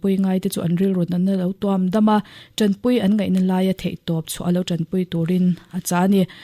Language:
Mizo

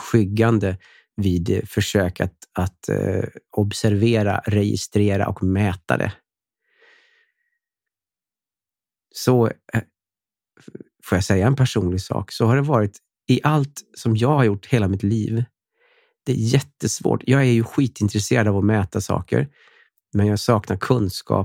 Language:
Swedish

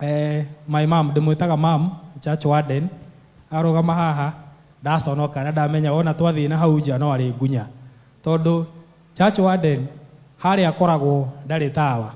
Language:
Kikuyu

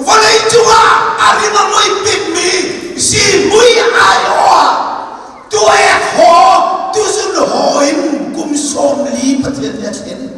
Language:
Hakha Chin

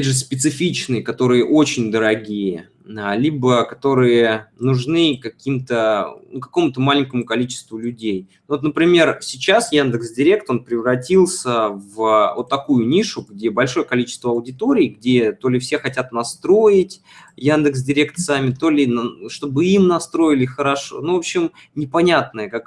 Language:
Russian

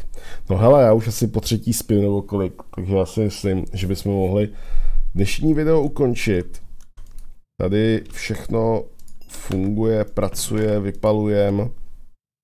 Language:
Czech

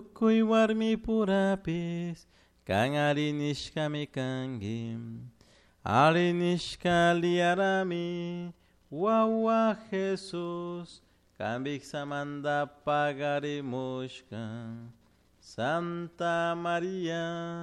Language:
Chimborazo Highland Quichua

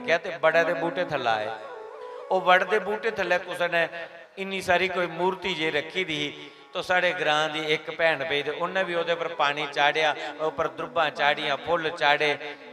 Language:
Dogri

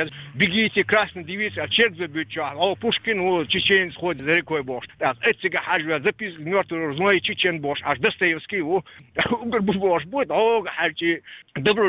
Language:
Chechen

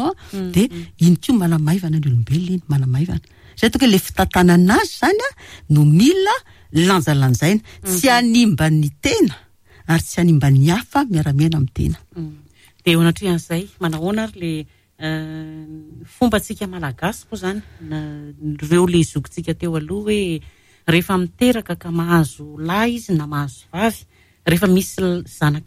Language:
Malagasy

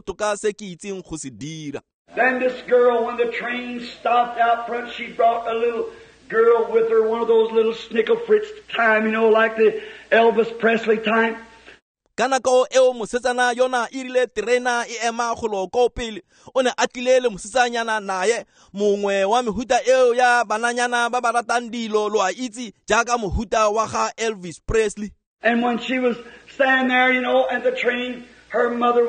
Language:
Tswana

